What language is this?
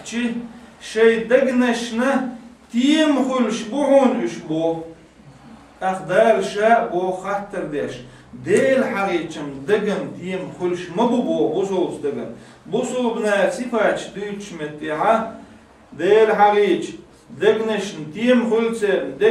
Chechen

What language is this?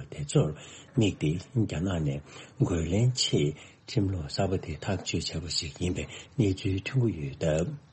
Tibetan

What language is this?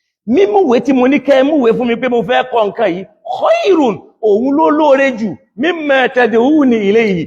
Yoruba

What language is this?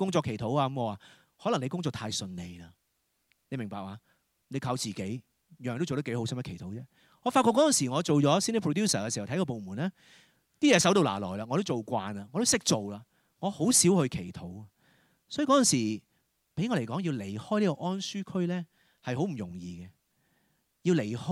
Cantonese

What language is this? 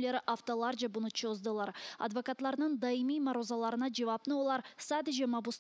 Crimean Tatar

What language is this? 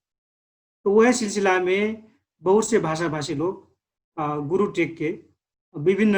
Dangaura Tharu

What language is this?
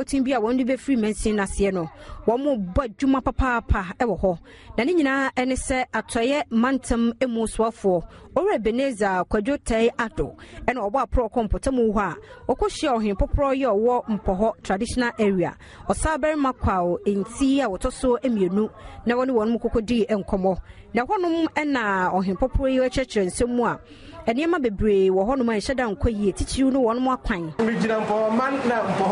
Akan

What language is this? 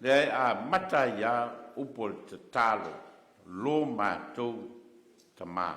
Samoan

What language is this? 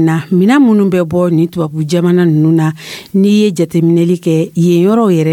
Dyula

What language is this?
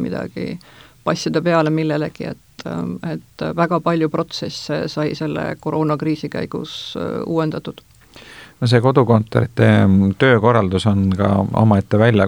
Estonian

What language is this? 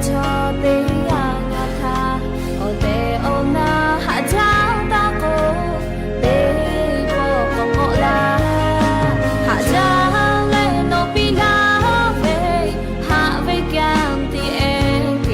Lahu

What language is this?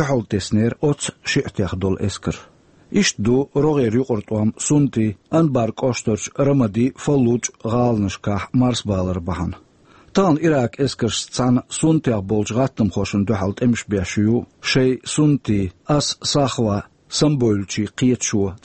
Chechen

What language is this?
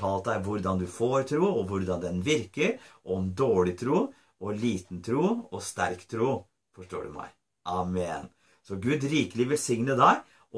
Norwegian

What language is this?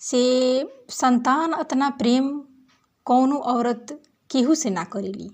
Bhojpuri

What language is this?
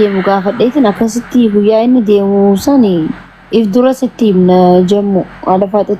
Oromo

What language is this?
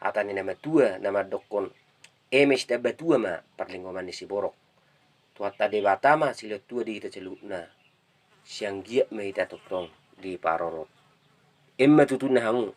Batak Toba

